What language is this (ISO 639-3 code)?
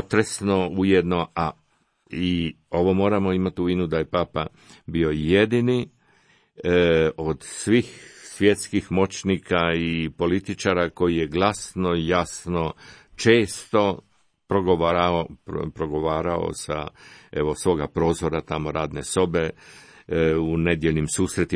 hrv